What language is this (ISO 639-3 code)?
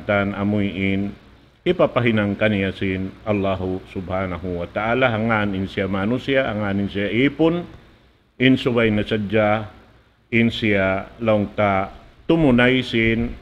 tsg